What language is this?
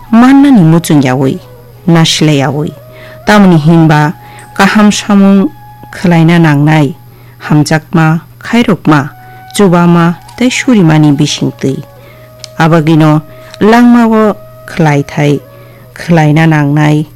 Kok Borok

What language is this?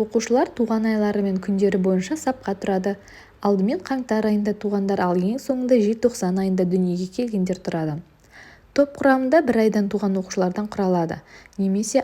Kazakh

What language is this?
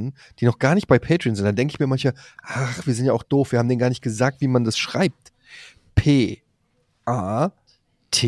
German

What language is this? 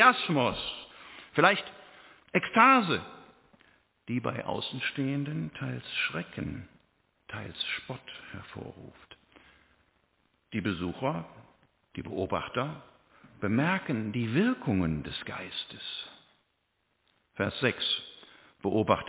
German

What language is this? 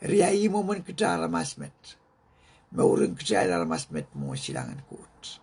Pohnpeian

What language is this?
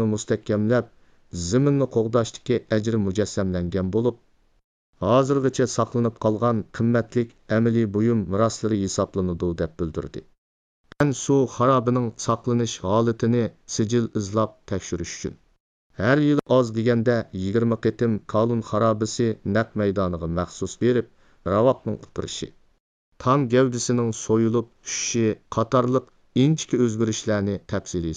Uyghur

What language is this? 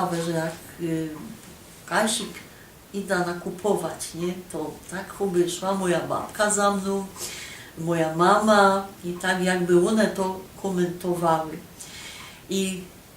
Silesian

